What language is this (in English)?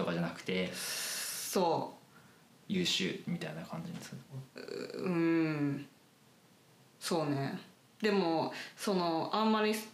Japanese